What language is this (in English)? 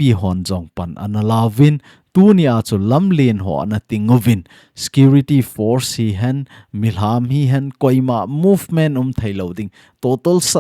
Thado Chin